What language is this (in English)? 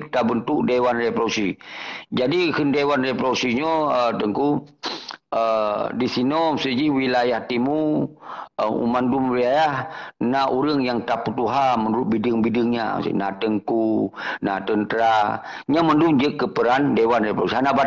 Achinese